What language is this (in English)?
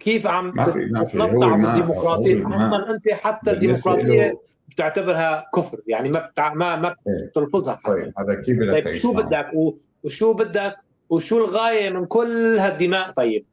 North Levantine Arabic